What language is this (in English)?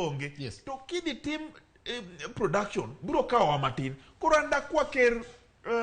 Luo (Kenya and Tanzania)